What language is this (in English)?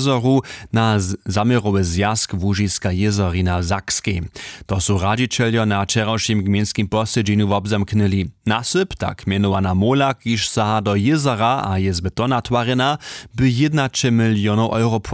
Upper Sorbian